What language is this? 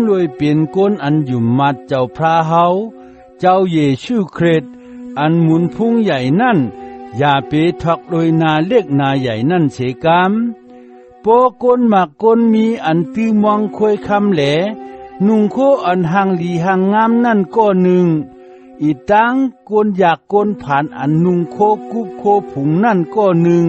Shan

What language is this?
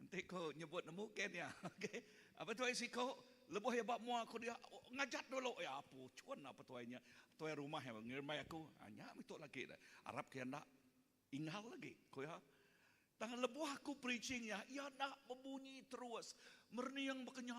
Iban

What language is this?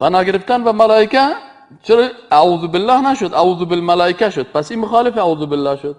Persian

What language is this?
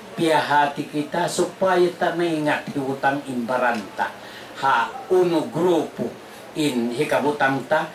Tausug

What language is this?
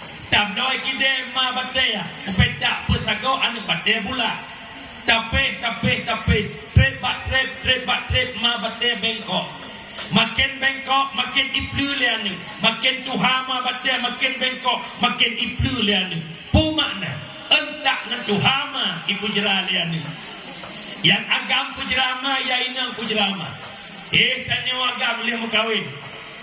Achinese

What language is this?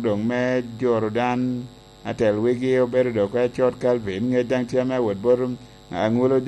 Lango (Uganda)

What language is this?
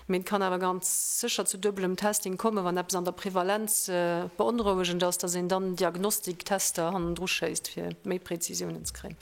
Luxembourgish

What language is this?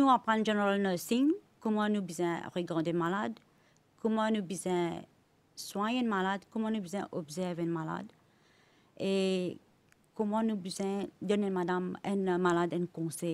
Morisyen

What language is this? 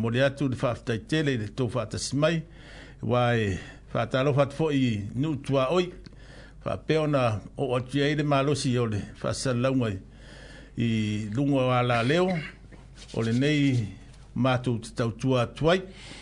Samoan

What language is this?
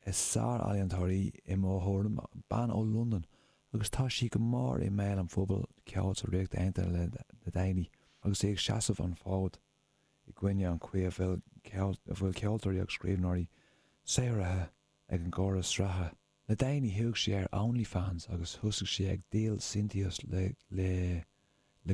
Irish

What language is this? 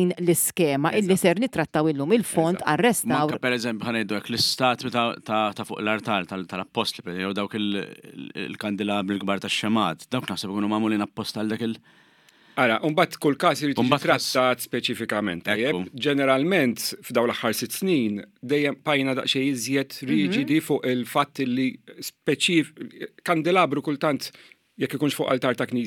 Maltese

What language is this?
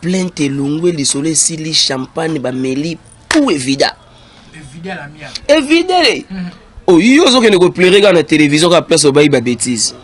Lingala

